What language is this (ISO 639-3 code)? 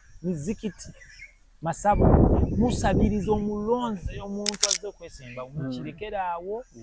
lug